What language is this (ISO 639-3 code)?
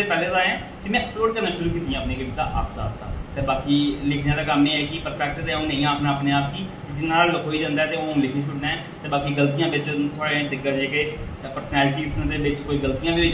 doi